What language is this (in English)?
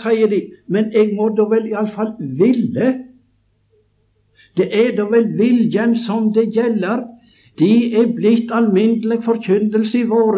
Norwegian